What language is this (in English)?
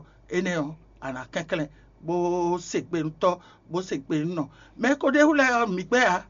Fon